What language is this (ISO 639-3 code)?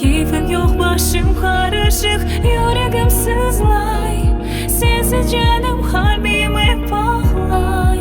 crh